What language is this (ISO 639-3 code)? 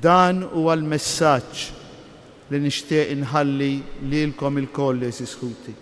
mlt